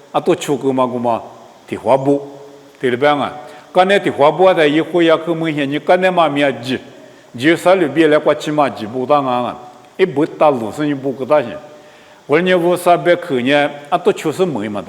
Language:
Lisu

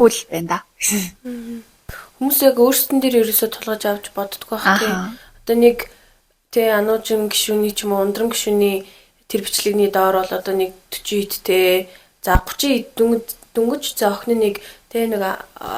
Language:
Mongolian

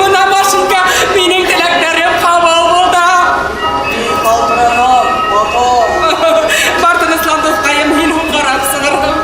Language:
Bashkir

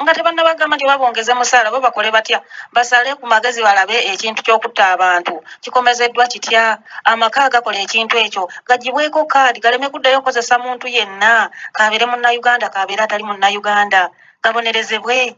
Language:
Ganda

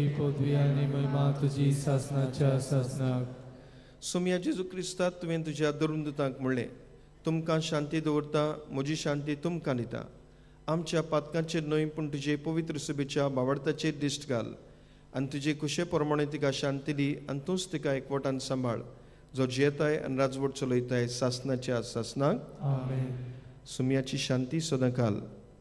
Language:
Konkani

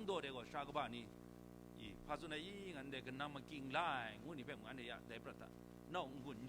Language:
Kachin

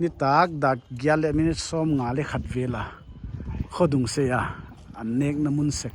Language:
Paite Chin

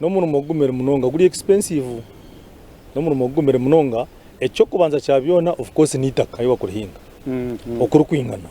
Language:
Nyankole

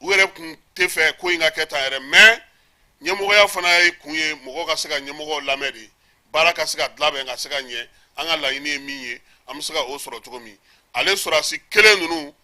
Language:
Bambara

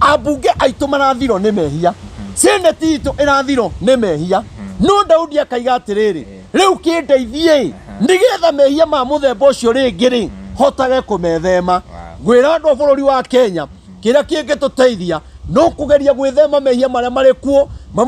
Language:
Kikuyu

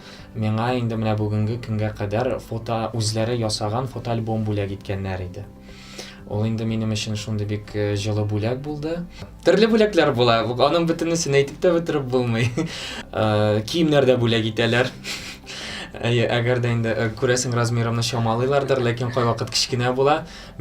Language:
Tatar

